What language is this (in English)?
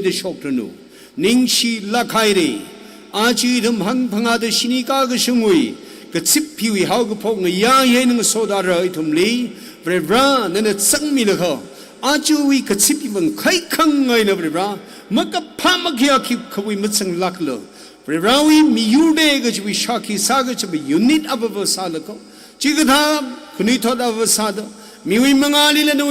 Tangkhul Naga (India)